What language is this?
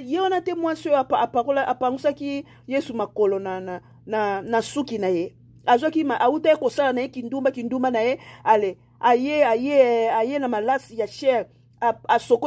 Lingala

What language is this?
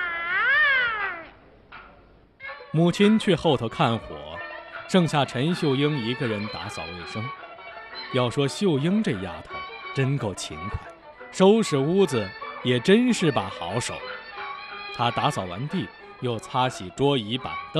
Chinese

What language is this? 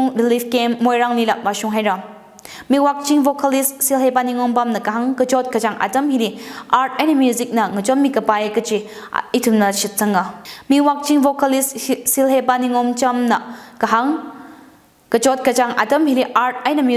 Tangkhul Naga (India)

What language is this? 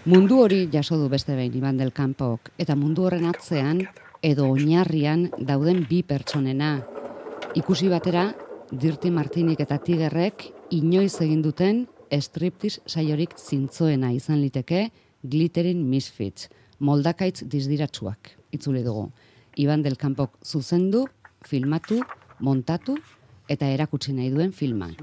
Basque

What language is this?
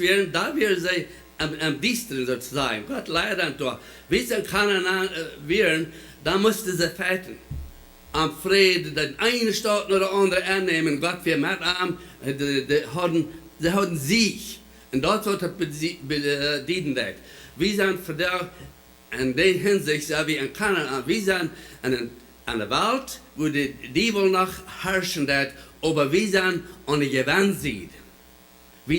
Plautdietsch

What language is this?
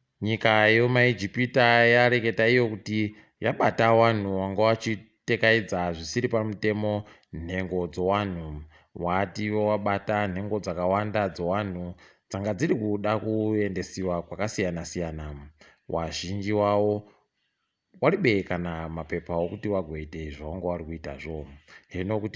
Ndau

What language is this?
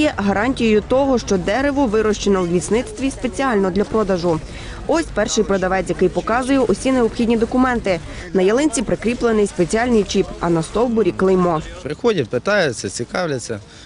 Ukrainian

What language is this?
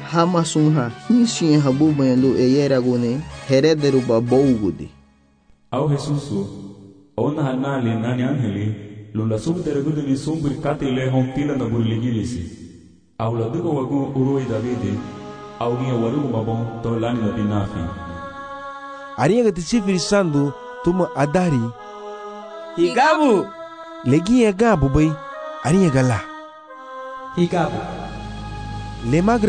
Garifuna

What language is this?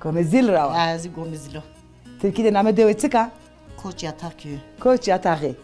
Zaza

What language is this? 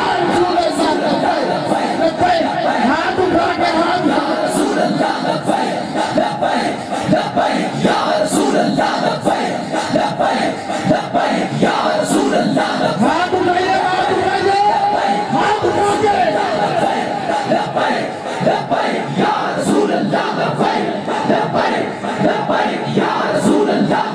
Urdu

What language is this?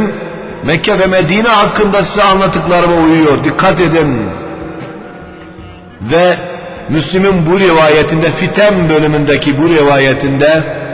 Turkish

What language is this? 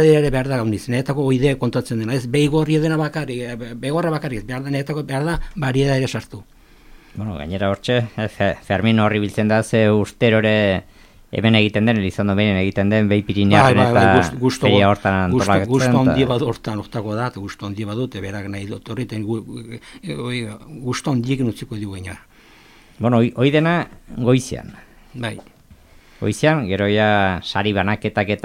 Basque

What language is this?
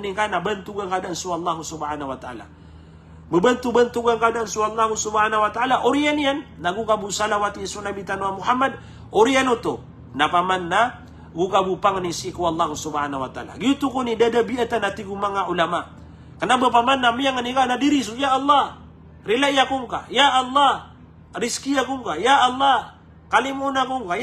Maranao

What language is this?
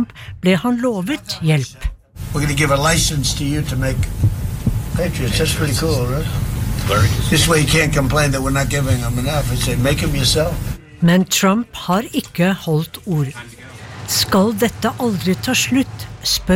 Norwegian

